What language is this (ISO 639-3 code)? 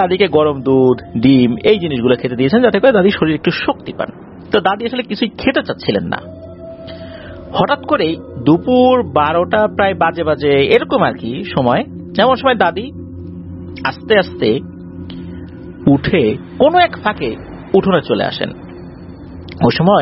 ben